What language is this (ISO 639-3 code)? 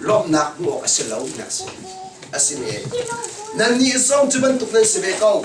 cnh